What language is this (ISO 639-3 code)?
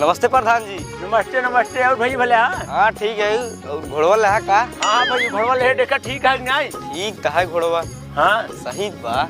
awa